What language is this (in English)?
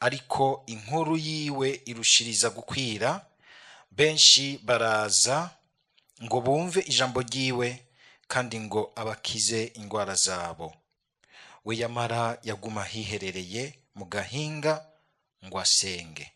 Rundi